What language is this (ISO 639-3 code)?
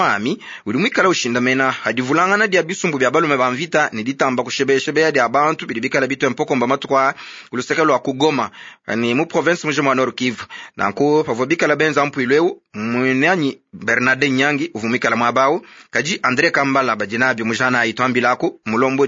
lua